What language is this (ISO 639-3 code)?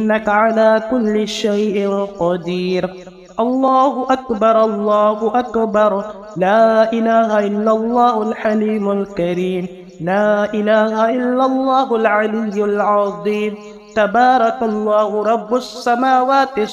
ara